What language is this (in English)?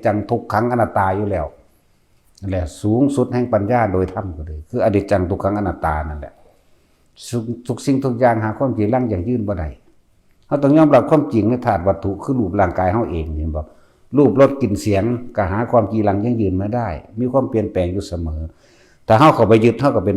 Northeastern Thai